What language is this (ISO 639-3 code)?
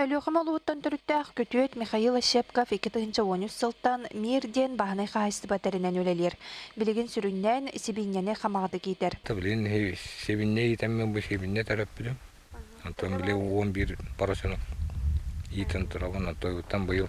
sah